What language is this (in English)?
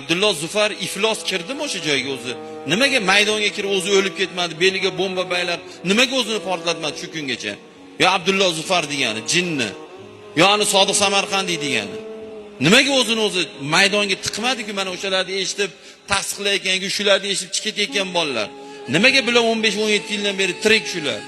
Uzbek